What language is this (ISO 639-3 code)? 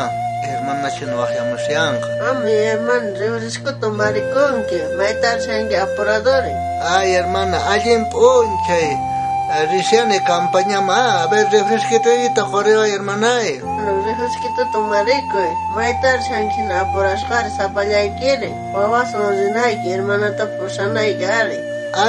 quh